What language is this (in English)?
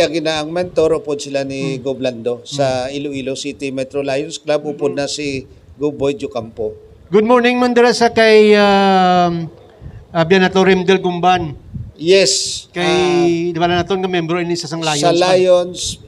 Hiligaynon